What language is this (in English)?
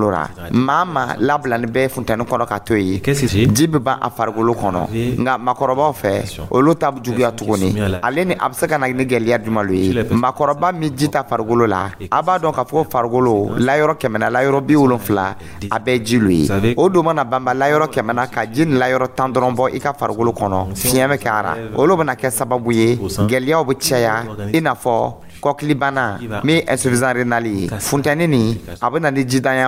Dyula